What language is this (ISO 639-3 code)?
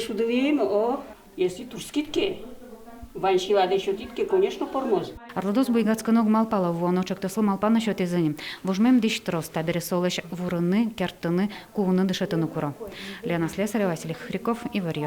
udm